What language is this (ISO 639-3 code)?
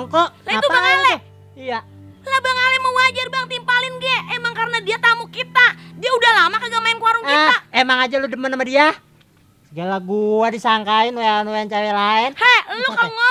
bew